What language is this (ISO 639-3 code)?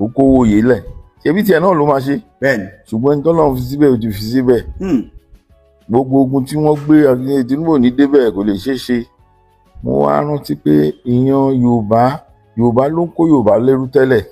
yor